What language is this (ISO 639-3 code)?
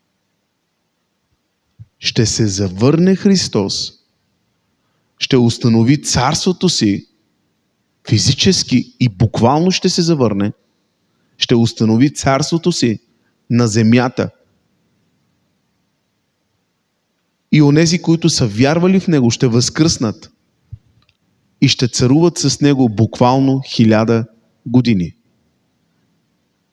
bul